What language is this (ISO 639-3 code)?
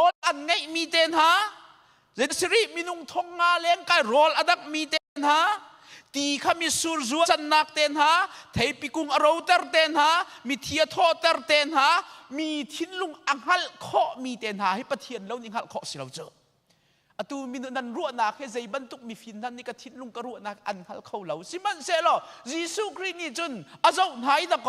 cnh